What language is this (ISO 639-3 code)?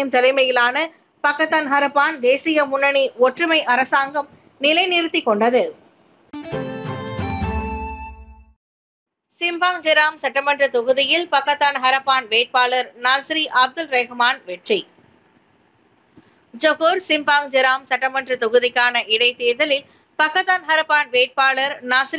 tam